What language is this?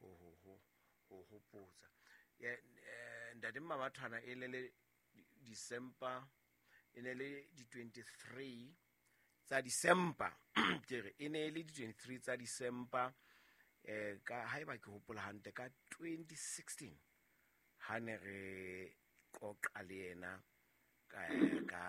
Southern Sotho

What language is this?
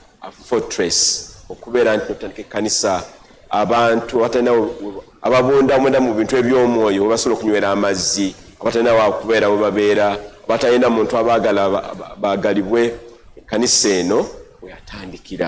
Ganda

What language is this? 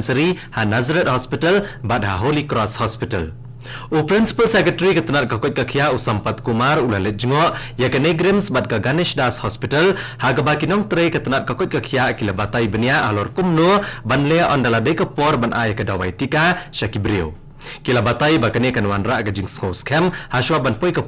Khasi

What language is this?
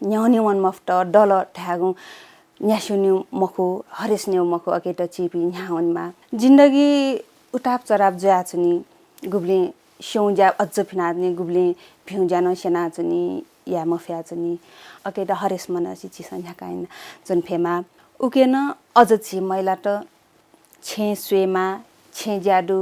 Newari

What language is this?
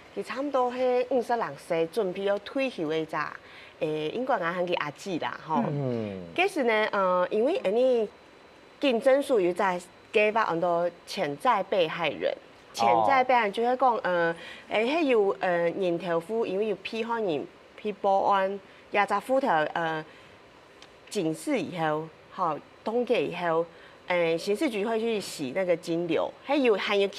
Hakka Chinese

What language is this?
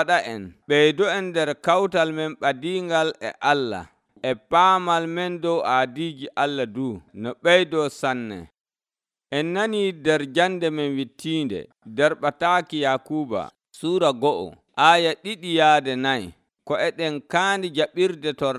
Nigerian Fulfulde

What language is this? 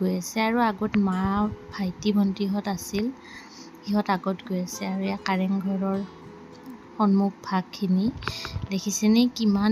Assamese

